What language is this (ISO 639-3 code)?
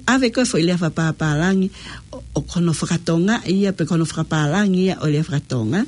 ton